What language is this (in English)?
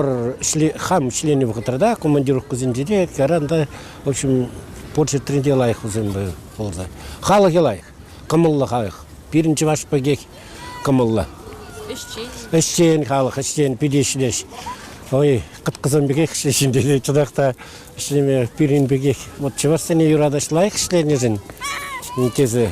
Chuvash